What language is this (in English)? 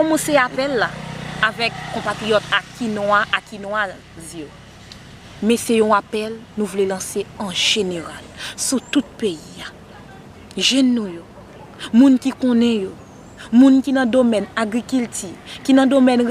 Haitian Creole